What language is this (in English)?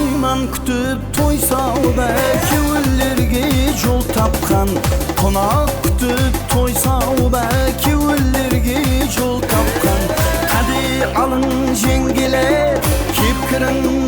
Kara-Kalpak